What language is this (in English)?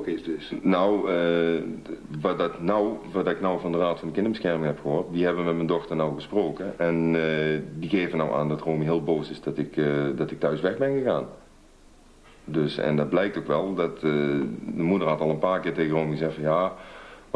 Dutch